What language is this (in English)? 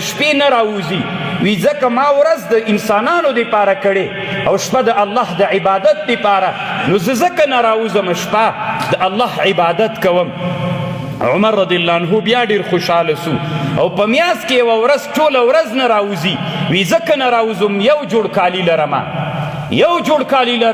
Pashto